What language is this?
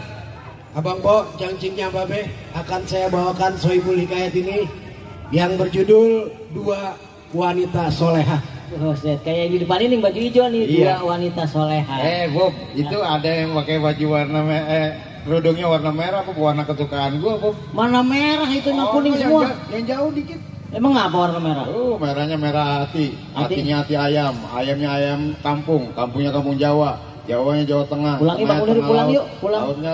Betawi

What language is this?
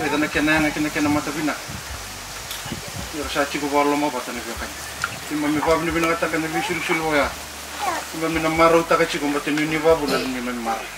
Fijian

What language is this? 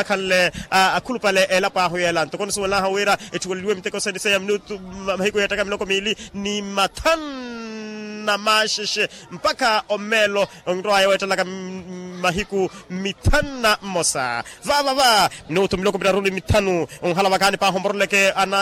Makhuwa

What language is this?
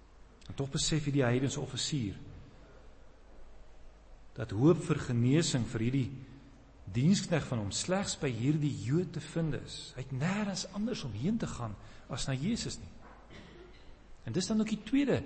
Afrikaans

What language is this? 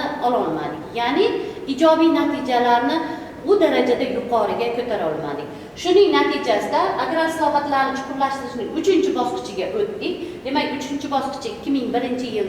Uzbek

